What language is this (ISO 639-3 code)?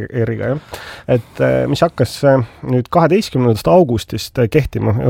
est